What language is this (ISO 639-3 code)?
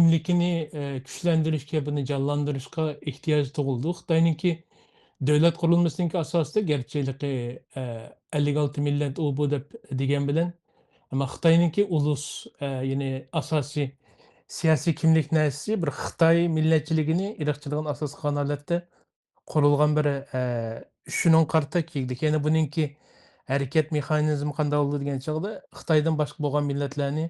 uig